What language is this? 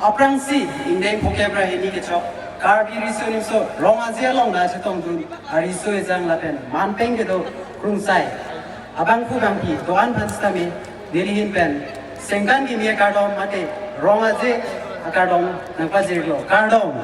Karbi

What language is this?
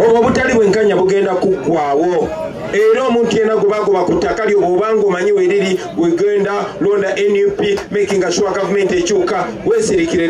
Ganda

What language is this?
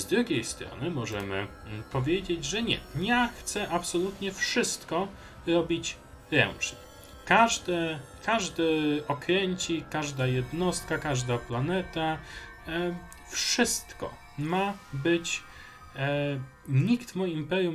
Polish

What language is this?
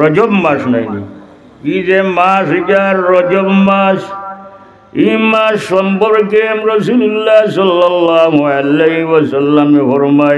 Sylheti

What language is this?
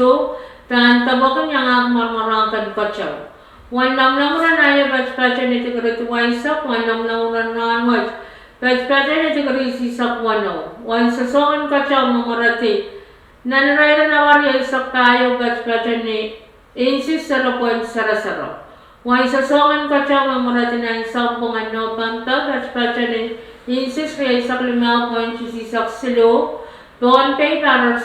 Pohnpeian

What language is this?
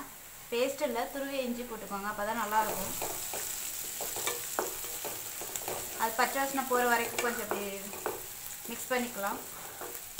Tamil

